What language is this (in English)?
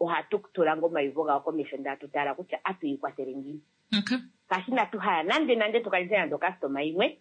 Kuanyama